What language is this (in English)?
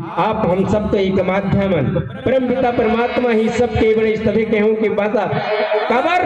Chhattisgarhi